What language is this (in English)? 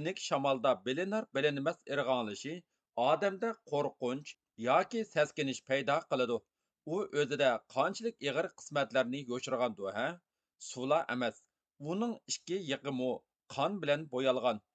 Uyghur